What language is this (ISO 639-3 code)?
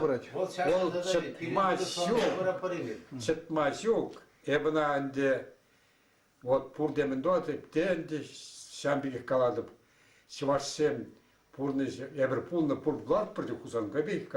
chv